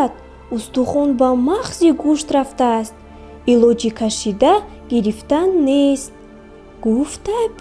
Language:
Tajik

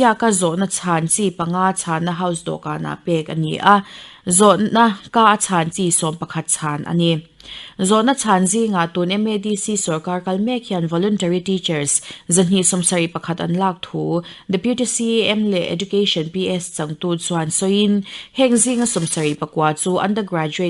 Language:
Mizo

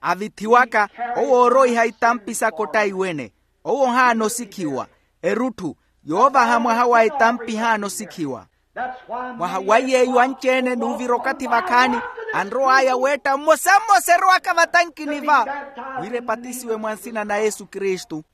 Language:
Makhuwa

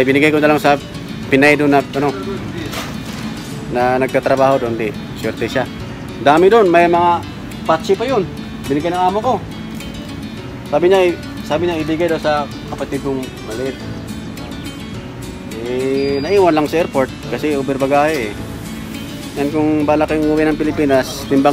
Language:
Filipino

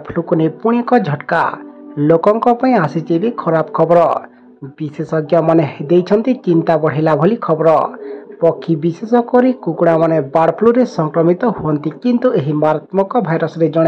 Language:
Odia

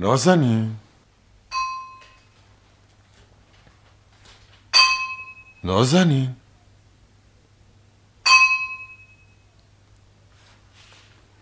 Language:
Persian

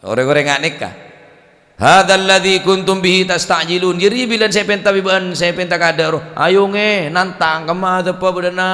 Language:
Madurese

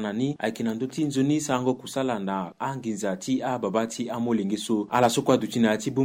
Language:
Sango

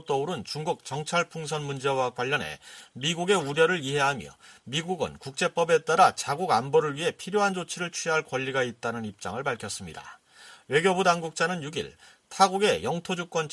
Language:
Korean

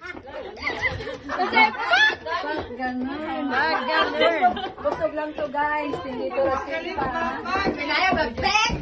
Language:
Cebuano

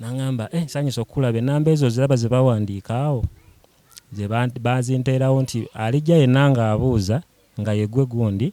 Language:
Ganda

